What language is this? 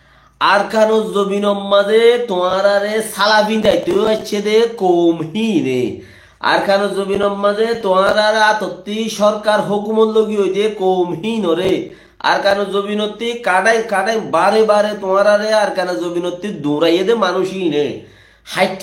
Rohingya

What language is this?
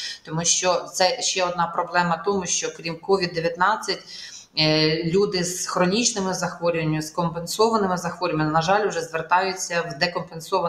Ukrainian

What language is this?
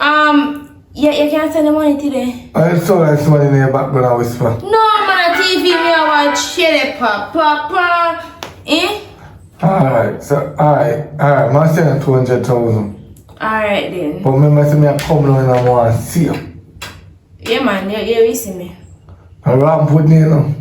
Jamaican Creole English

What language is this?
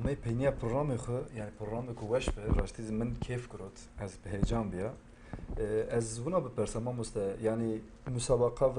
Kurdish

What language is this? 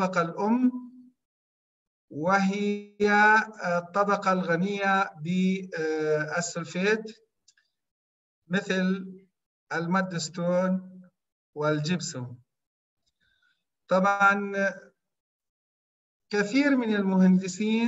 Arabic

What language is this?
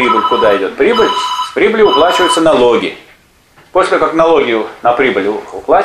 Russian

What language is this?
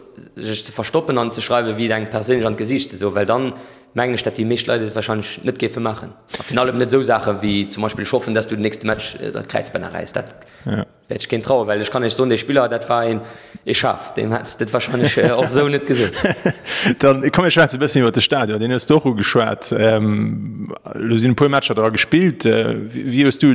Luxembourgish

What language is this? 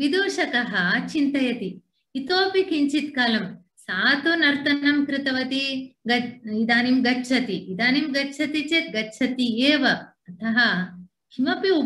Sanskrit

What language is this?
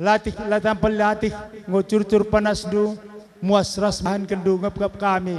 Batak Karo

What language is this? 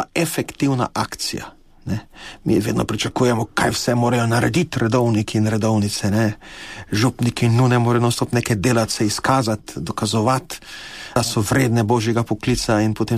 Slovenian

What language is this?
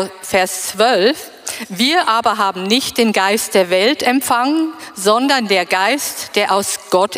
German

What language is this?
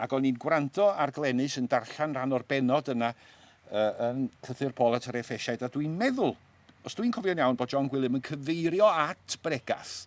Welsh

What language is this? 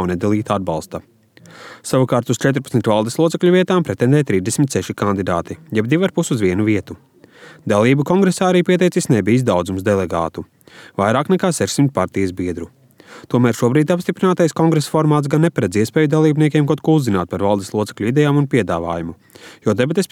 Latvian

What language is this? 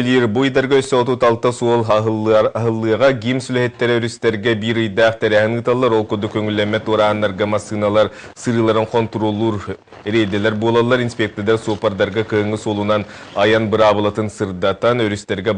Yakut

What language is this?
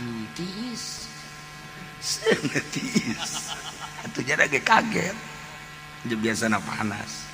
Sundanese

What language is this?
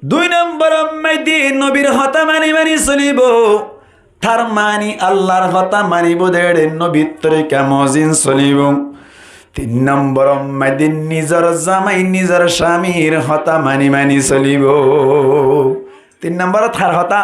Rohingya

